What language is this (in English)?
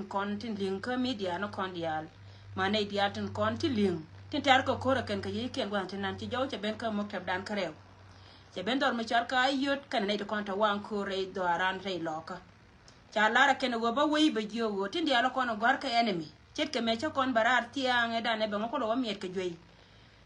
Nuer